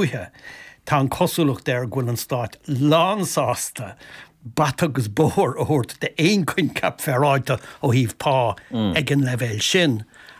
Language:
Irish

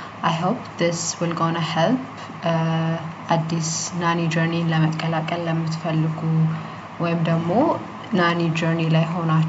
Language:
Amharic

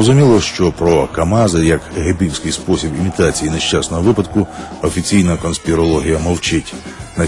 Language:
Ukrainian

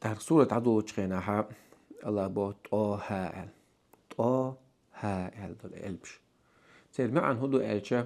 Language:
Chechen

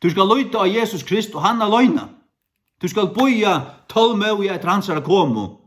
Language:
Faroese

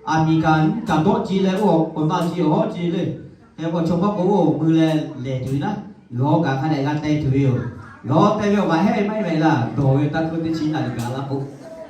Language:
Lahu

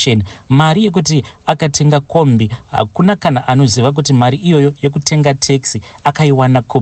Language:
Shona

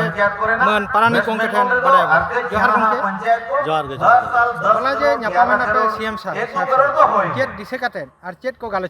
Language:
Santali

